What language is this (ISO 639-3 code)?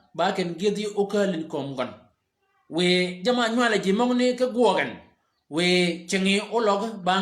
shk